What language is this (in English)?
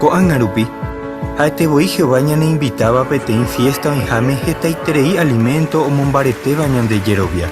Guarani